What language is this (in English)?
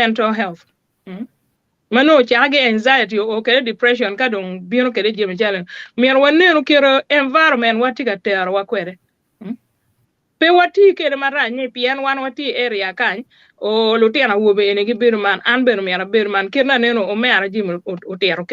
Acoli